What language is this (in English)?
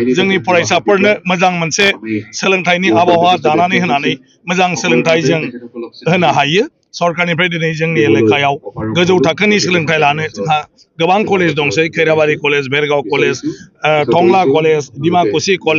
Bodo